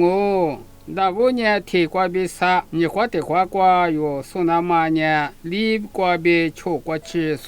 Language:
Lisu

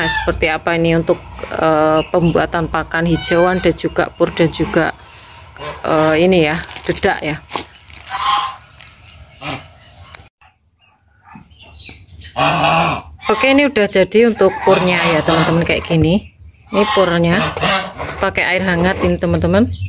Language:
Indonesian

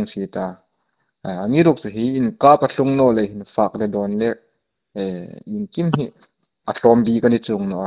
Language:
Hmar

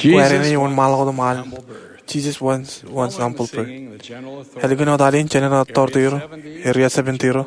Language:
Marshallese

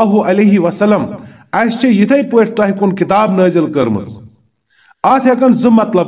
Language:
Kashmiri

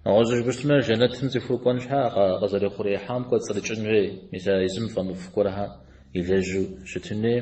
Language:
Kabardian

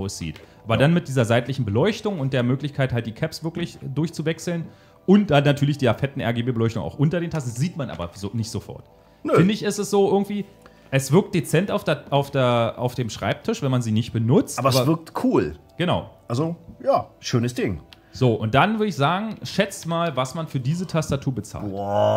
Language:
German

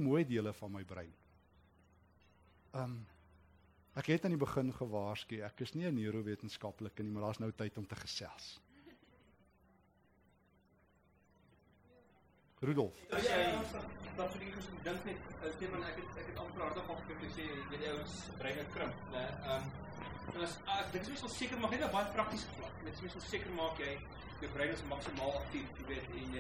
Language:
Afrikaans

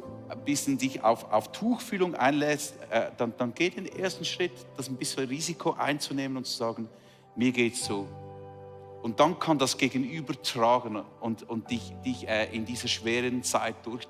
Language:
Swiss German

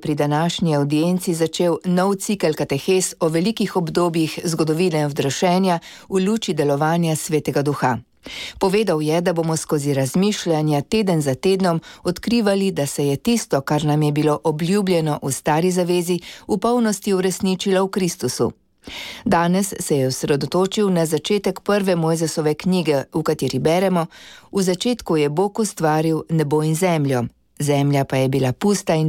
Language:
Slovenian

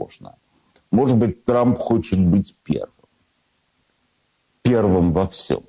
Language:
Russian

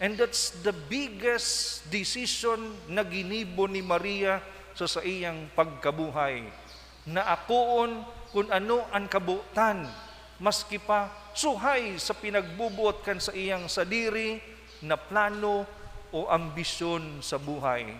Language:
Bikol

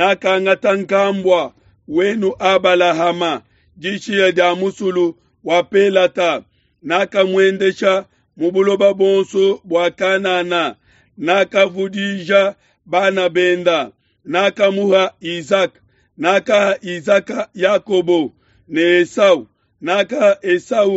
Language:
Luba-Lulua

